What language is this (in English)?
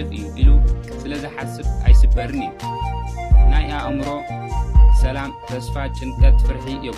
Tigrinya